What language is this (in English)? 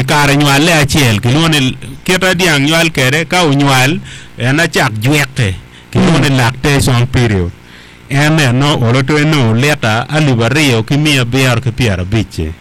Acoli